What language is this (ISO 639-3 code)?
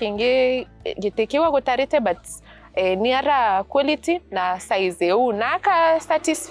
mer